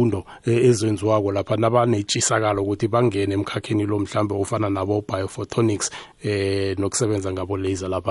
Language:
South Ndebele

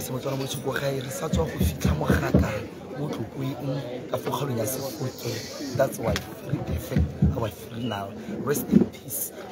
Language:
Tswana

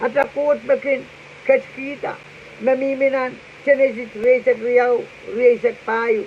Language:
Pohnpeian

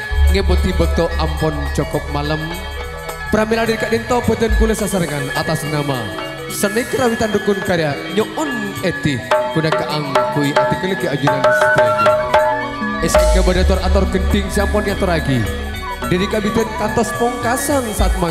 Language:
Madurese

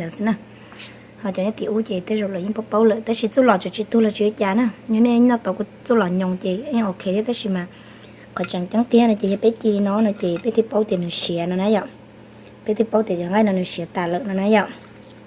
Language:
Hmong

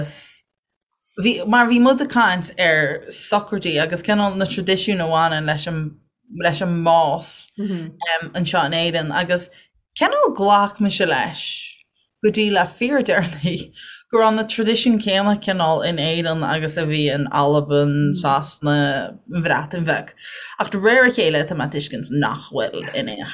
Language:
Irish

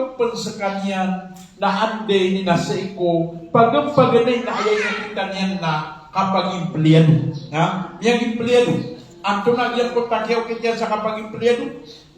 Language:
Maranao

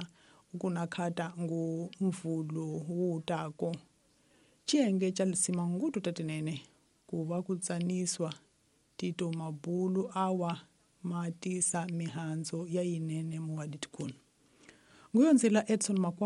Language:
Tsonga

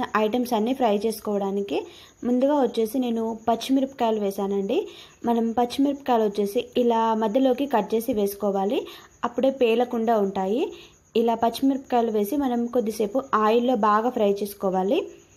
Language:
Telugu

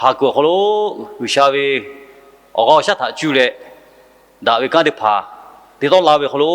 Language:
Lahu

